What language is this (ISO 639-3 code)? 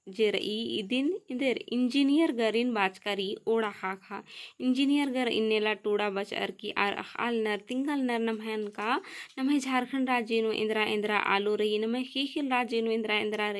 kru